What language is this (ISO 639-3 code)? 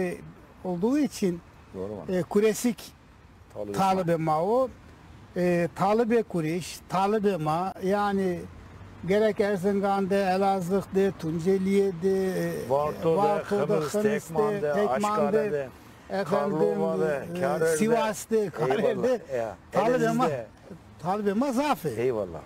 zza